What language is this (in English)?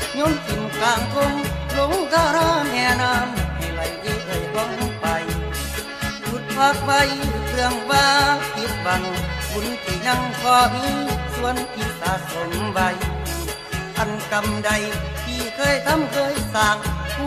Thai